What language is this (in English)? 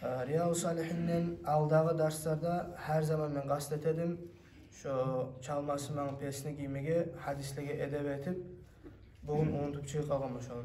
Kumyk